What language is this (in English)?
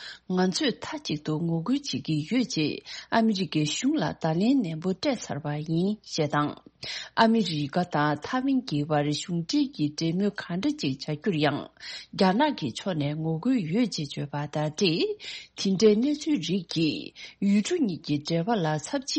Tibetan